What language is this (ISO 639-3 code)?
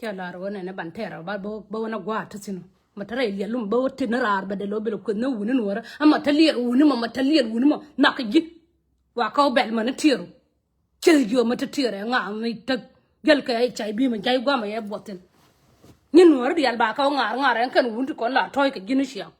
nus